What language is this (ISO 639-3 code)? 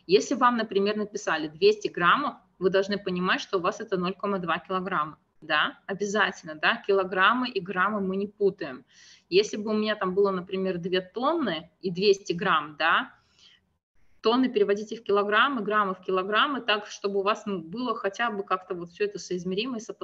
rus